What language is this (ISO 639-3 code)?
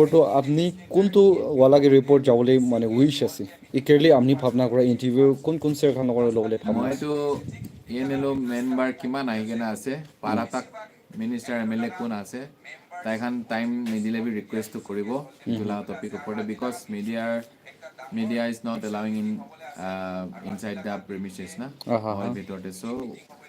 nag